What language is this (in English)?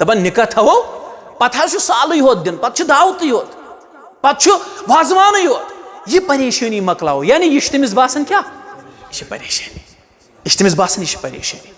Kashmiri